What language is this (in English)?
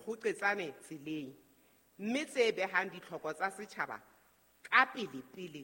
Southern Sotho